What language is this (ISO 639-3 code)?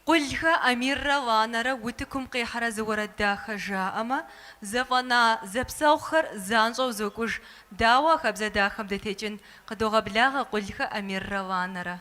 kbd